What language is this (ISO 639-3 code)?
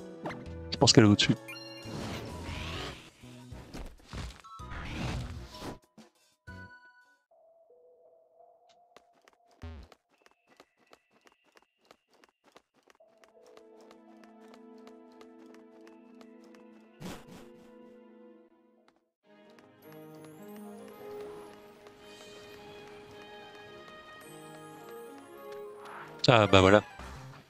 fra